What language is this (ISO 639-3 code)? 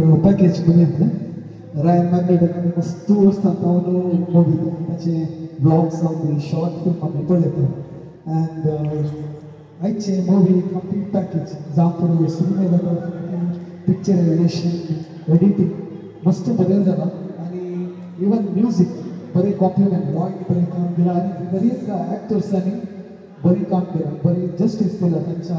kok